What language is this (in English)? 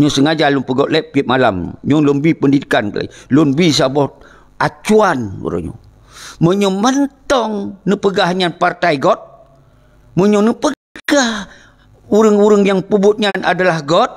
Achinese